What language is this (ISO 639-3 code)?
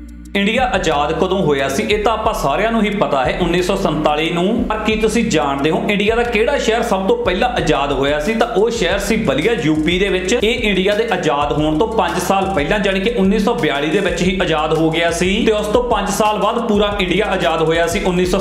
pan